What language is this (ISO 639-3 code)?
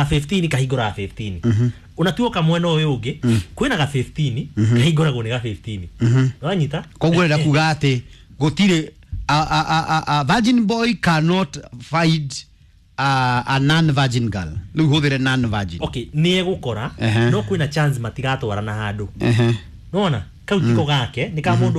kik